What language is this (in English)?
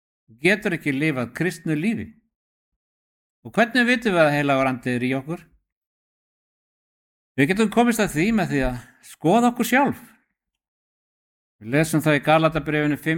Icelandic